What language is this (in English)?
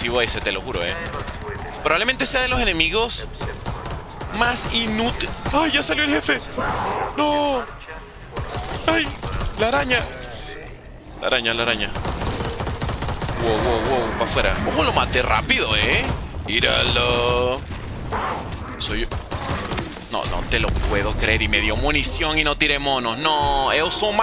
Spanish